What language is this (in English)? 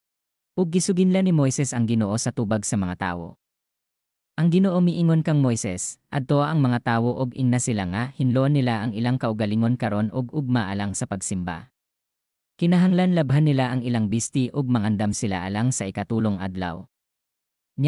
Cebuano